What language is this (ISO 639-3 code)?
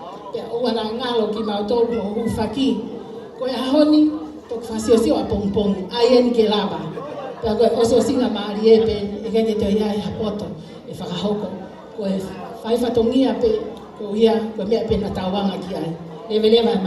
ton